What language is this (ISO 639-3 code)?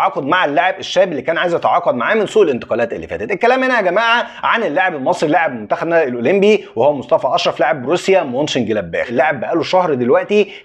arz